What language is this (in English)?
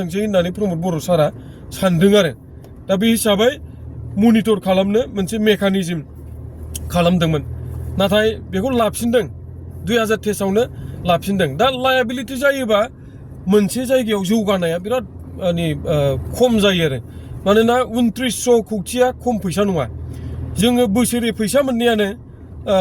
Bodo